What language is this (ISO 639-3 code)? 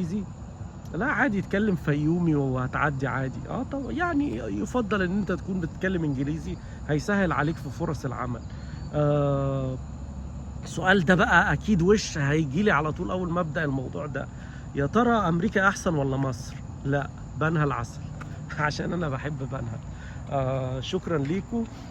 arz